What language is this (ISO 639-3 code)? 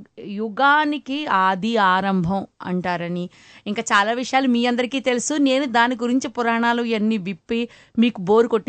tel